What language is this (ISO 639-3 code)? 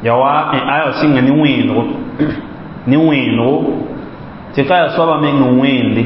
mos